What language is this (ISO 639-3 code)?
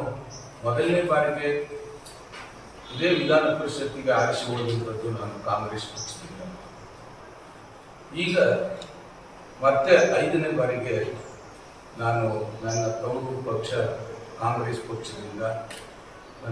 kan